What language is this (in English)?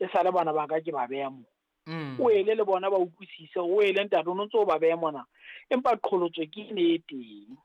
Southern Sotho